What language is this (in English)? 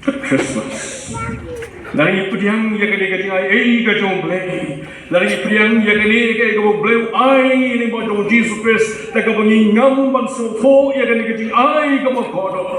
Khasi